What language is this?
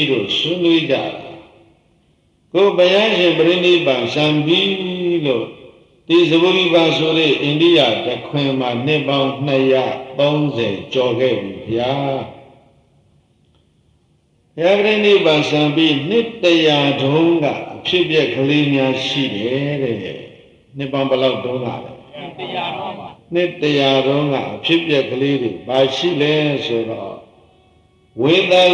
Burmese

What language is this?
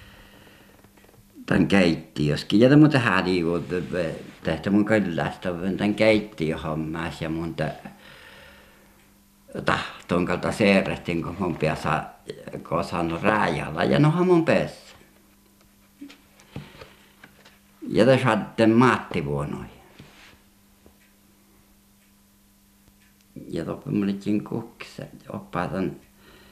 Finnish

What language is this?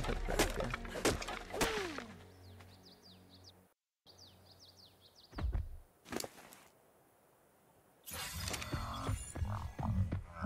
Hindi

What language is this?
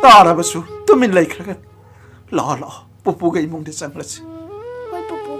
Manipuri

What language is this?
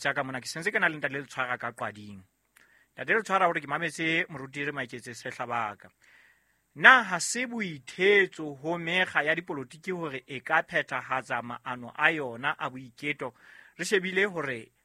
Southern Sotho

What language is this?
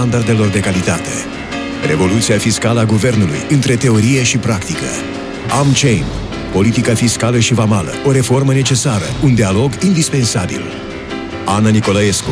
Romanian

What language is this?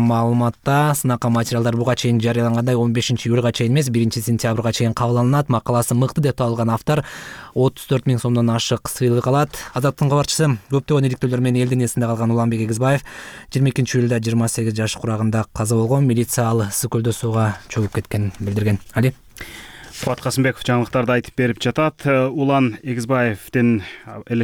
Kyrgyz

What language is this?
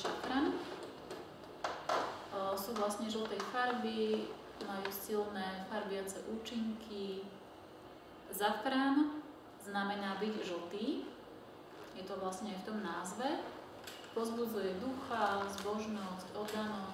Slovak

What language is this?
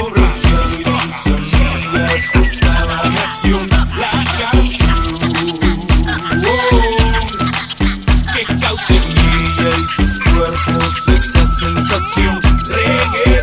Spanish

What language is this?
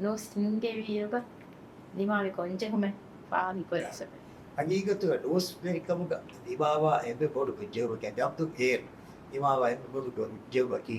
Divehi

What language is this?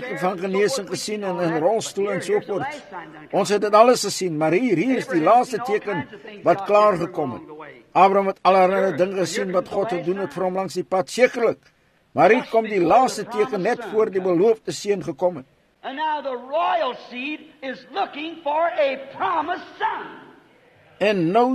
Afrikaans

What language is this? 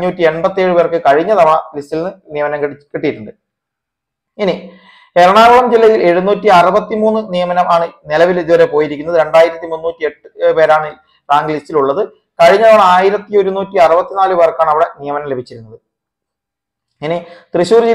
Malayalam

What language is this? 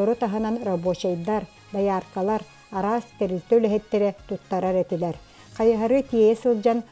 Yakut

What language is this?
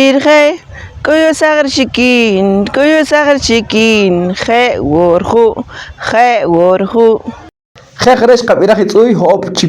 Poqomchi'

